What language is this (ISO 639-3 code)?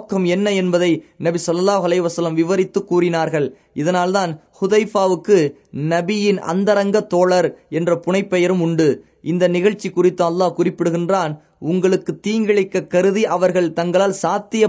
tam